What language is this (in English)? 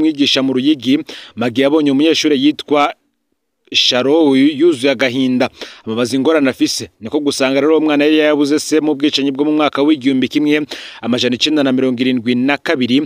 Rundi